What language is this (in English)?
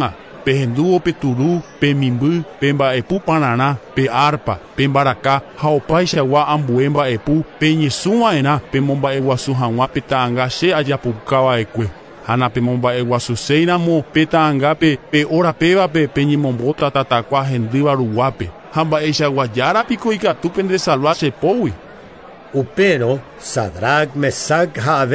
Guarani